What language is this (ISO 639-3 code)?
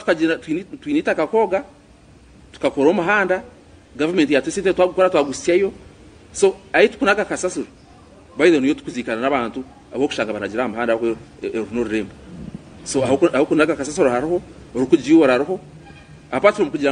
nyn